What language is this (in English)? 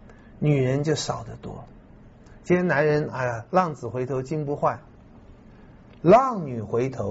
Chinese